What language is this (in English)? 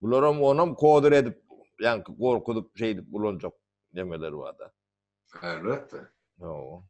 Turkmen